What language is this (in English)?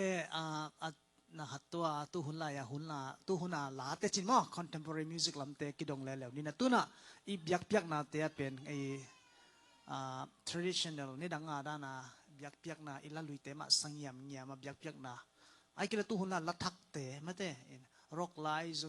Tedim Chin